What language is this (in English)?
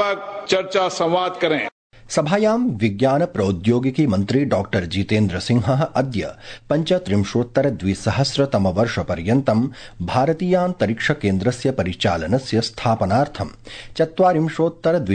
Sanskrit